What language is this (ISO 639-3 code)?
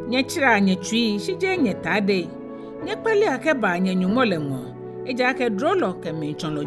gaa